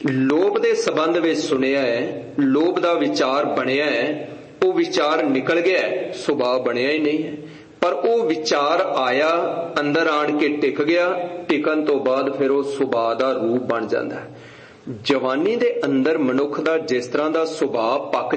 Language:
Punjabi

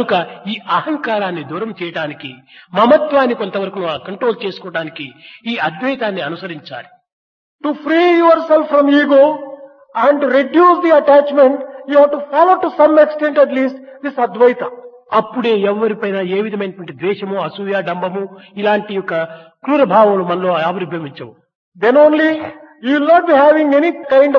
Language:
Telugu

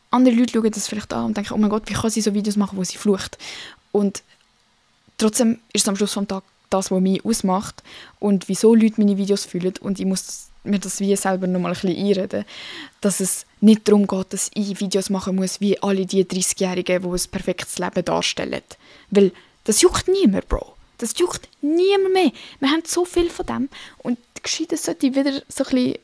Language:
Swiss German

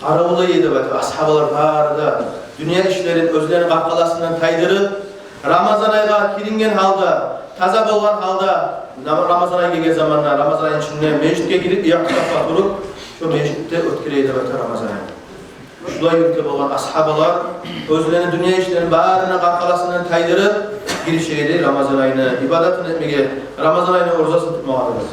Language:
Kumyk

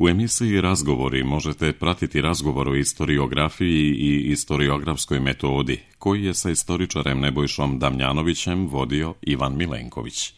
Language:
Serbian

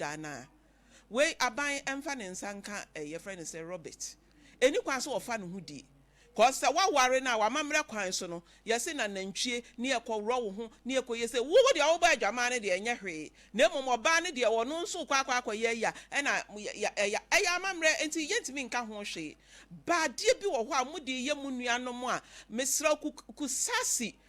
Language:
Akan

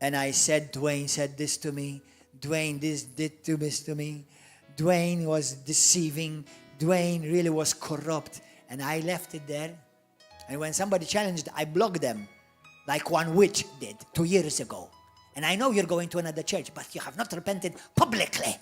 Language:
English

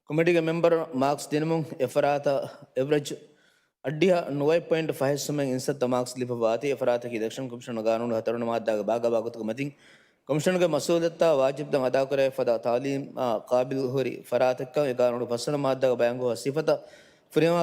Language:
Divehi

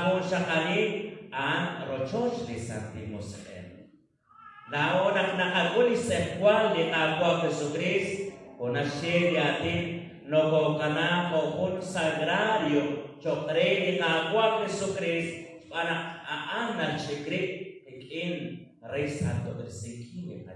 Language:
Kekchí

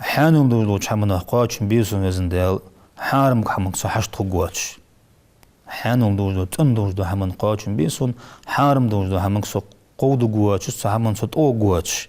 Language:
Ingush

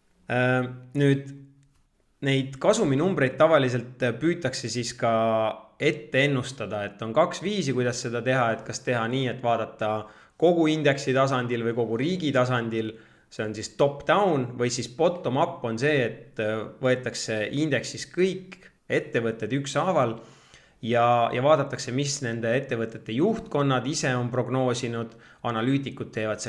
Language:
Estonian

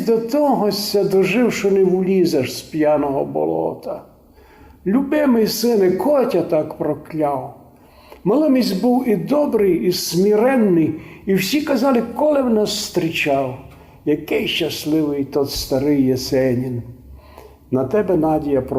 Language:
Rusyn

